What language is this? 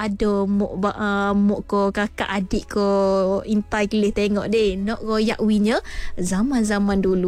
Malay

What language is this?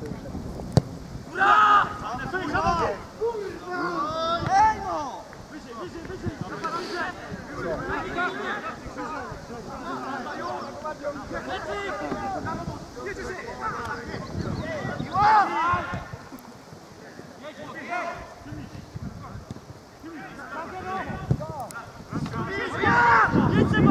Polish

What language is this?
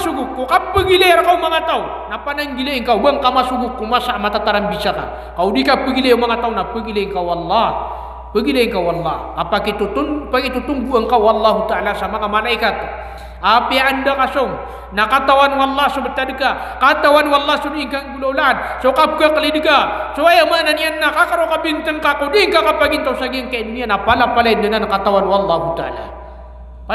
Maranao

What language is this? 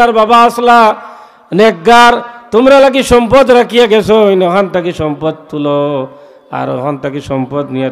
Sylheti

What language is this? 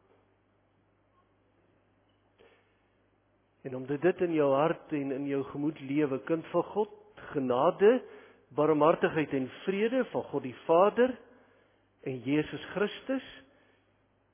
Afrikaans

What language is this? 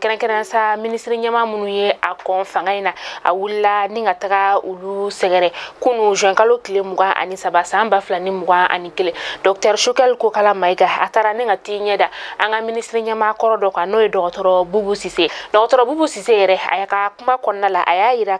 Bambara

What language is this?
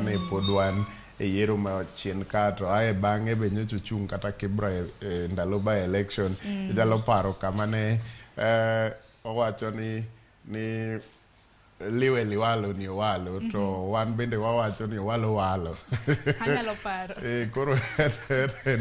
Luo (Kenya and Tanzania)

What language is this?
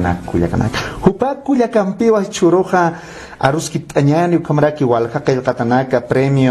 Aymara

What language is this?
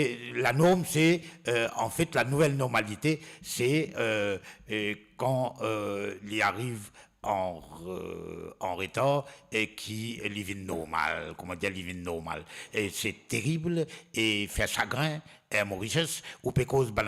Morisyen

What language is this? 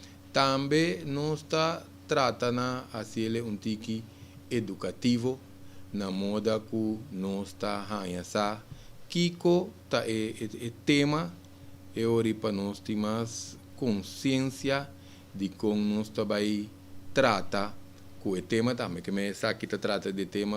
Papiamento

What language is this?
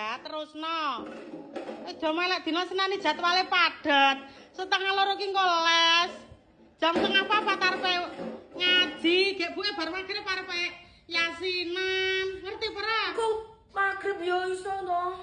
Javanese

